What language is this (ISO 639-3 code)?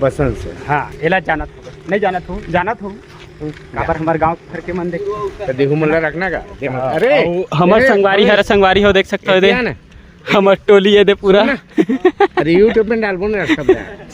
hne